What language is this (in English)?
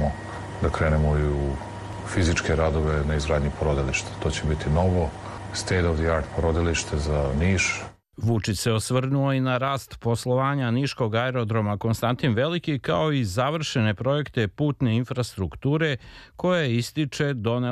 Serbian